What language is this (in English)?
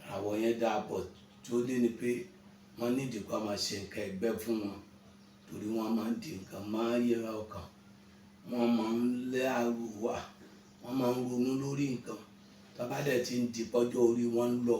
Yoruba